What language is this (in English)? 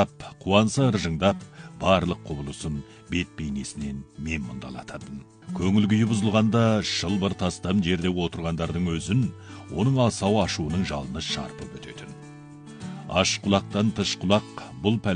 Kazakh